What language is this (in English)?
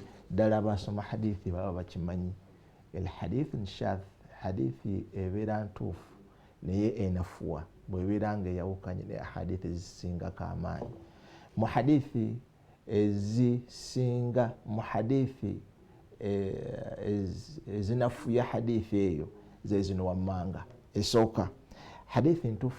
Ganda